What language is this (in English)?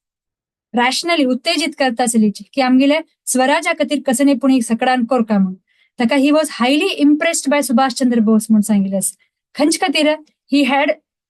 Konkani